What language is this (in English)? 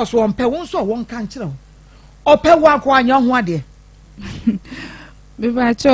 Akan